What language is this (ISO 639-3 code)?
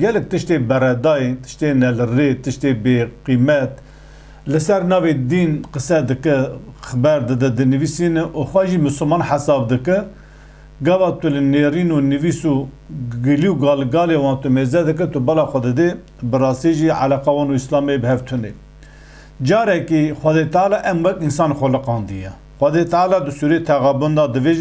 kur